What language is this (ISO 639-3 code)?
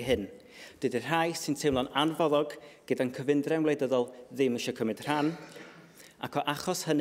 cym